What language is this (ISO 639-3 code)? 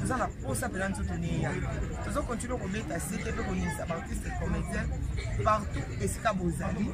lin